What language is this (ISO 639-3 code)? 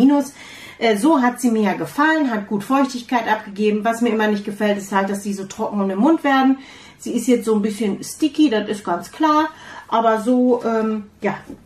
deu